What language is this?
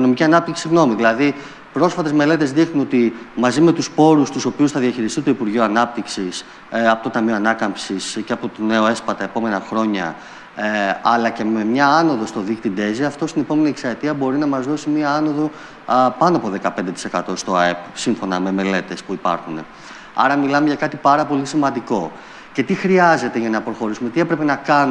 Greek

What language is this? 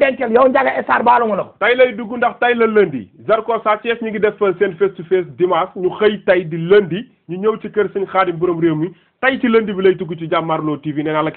Wolof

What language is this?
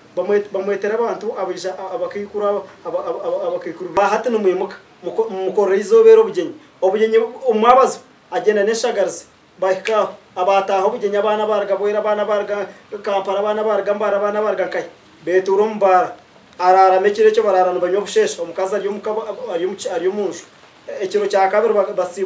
Nyankole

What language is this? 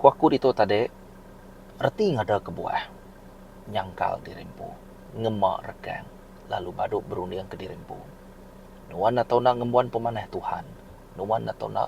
Iban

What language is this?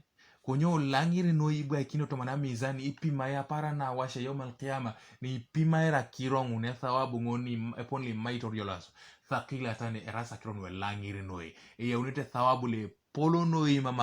Teso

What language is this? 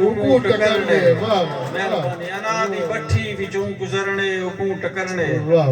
Saraiki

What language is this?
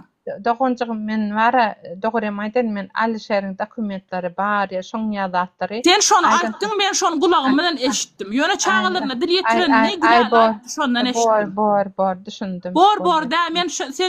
Turkmen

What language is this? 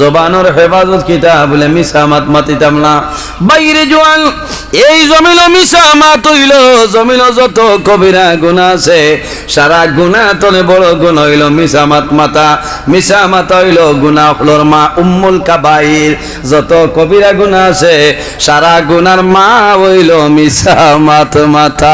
Sylheti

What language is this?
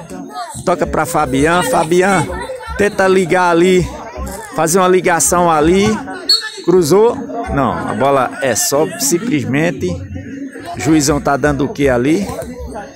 Portuguese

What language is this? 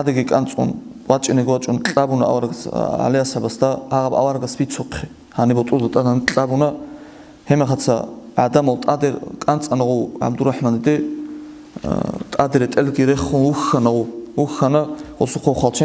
Avaric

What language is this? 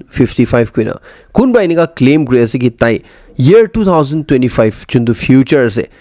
Naga Pidgin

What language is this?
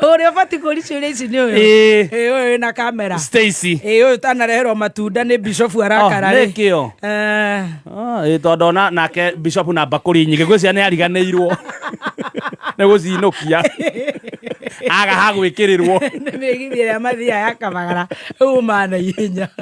Kikuyu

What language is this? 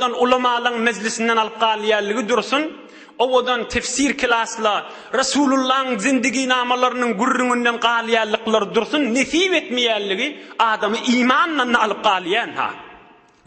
Turkmen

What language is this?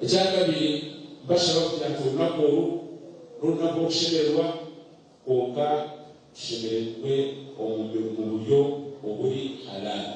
Nyankole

